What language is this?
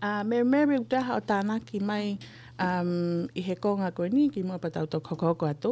Tongan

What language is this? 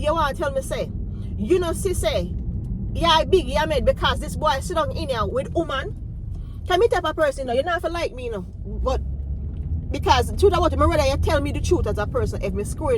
Jamaican Creole English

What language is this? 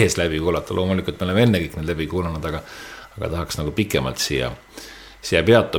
Estonian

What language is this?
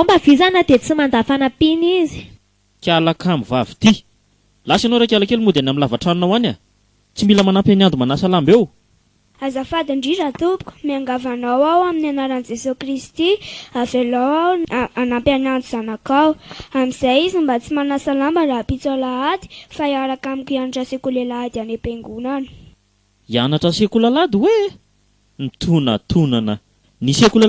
Malagasy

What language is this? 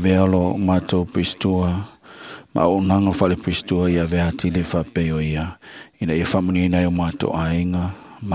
Samoan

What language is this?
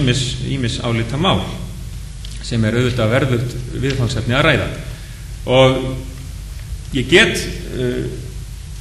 Icelandic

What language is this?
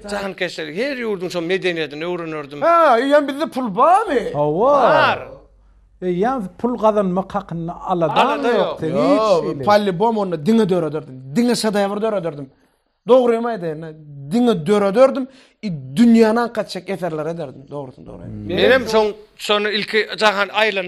Turkmen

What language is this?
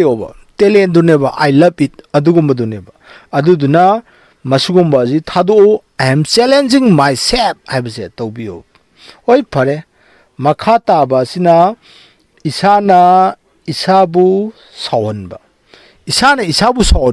Manipuri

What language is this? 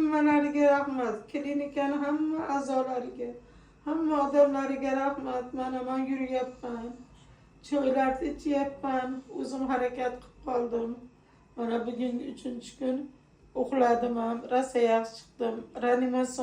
Uzbek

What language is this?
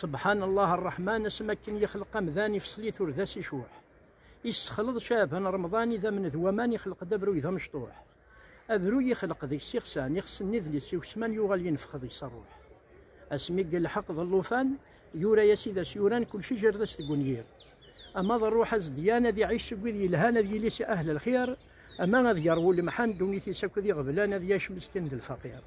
Kabyle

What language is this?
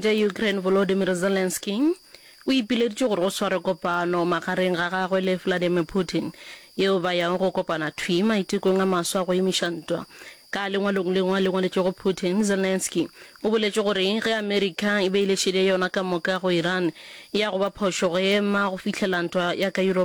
Northern Sotho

